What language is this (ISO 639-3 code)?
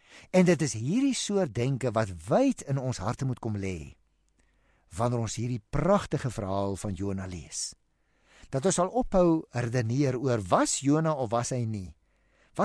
afr